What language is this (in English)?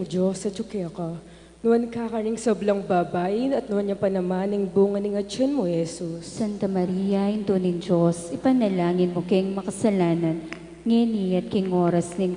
Pampanga